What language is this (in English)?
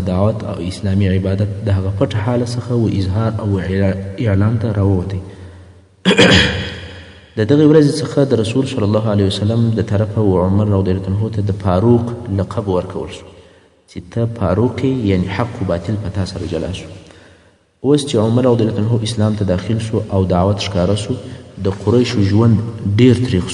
Pashto